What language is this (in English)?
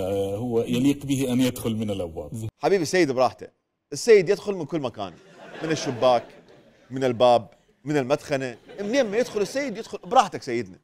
Mesopotamian Arabic